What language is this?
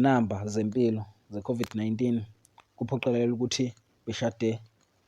Zulu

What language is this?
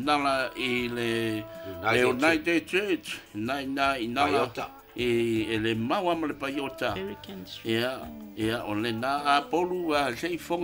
Samoan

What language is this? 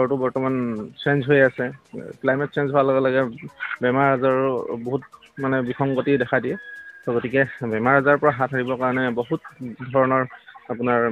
Assamese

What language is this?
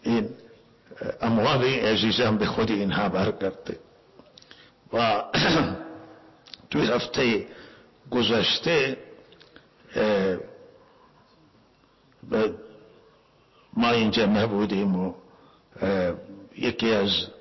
Persian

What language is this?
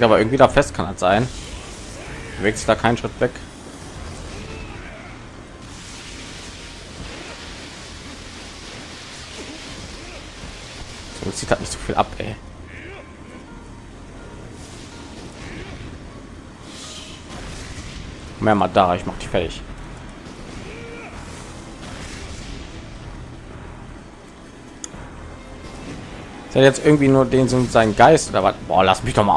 German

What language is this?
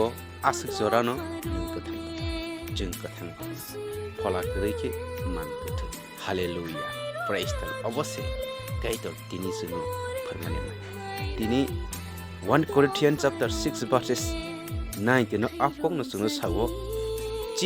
Kok Borok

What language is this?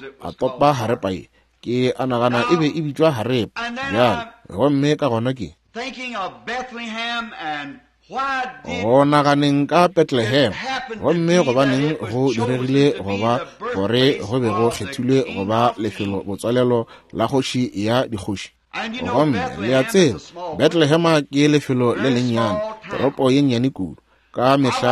Northern Sotho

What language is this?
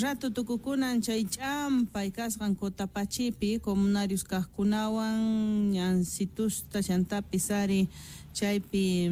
South Bolivian Quechua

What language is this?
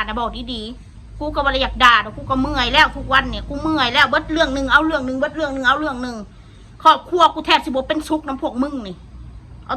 Northeastern Thai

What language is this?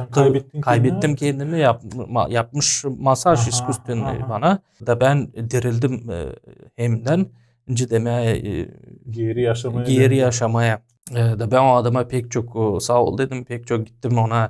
Gagauz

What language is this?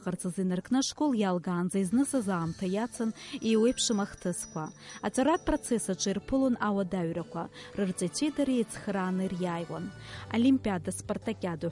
Abkhazian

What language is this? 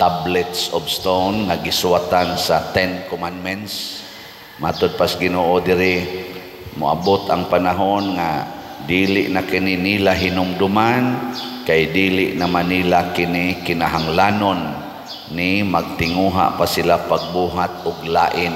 Cebuano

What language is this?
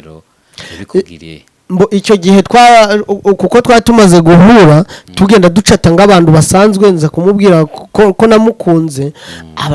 Kinyarwanda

